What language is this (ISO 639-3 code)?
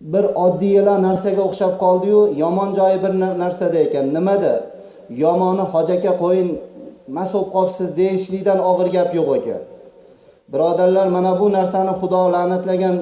uzb